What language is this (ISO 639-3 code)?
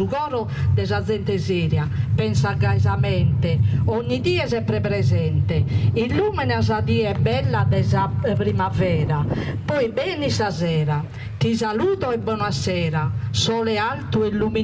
srd